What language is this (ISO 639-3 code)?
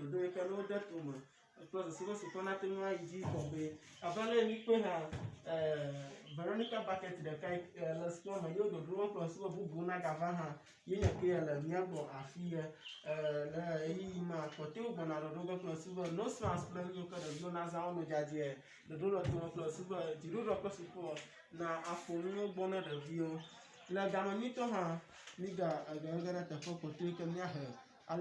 ewe